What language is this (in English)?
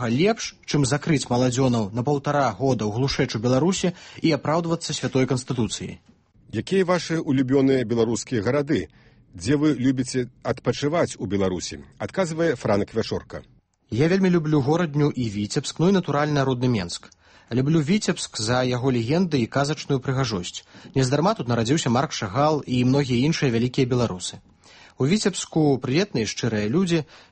Belarusian